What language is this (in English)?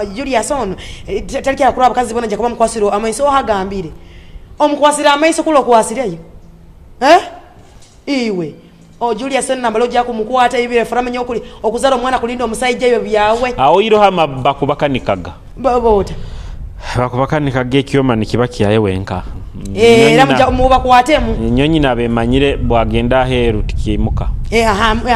Nyoro